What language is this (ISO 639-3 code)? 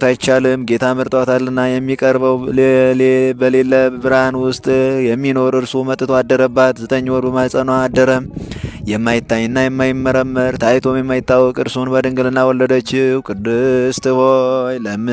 amh